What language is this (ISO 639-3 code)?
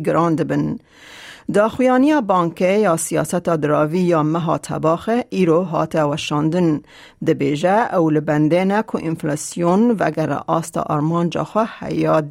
kur